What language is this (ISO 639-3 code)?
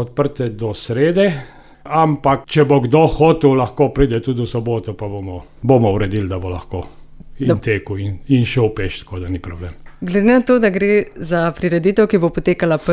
slv